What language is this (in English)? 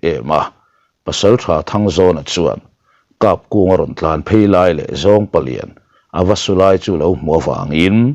Mizo